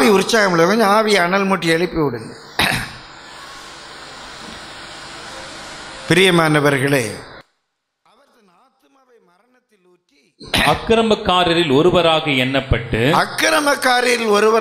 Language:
Tamil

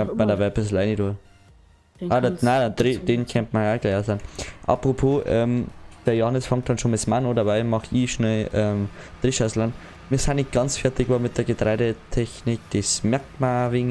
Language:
Bavarian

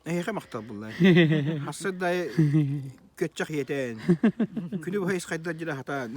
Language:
Yakut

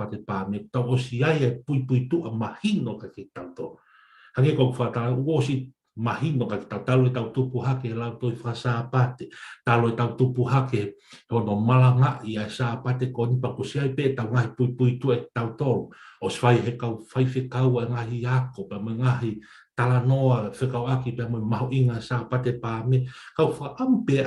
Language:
Tongan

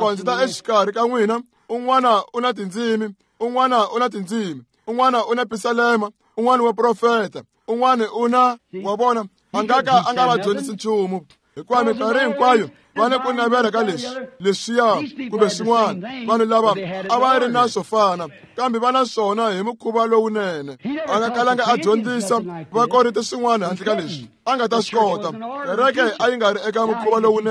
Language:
Tsonga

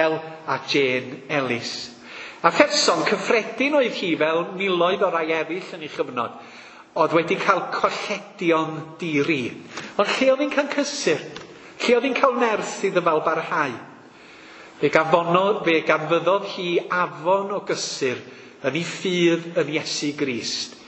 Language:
Welsh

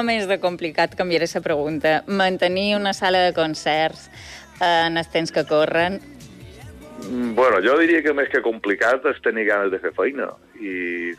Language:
Catalan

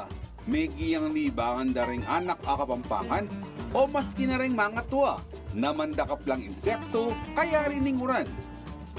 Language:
Pampanga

